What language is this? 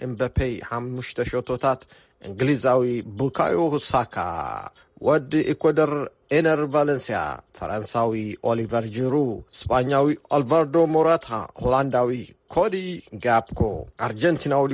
Tigrinya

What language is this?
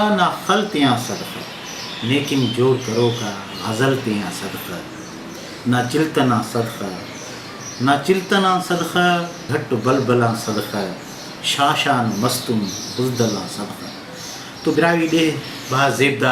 Brahui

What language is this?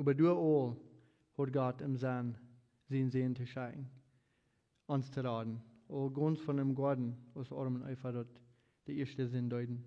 Plautdietsch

